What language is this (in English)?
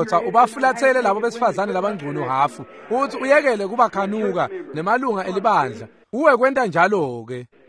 Swati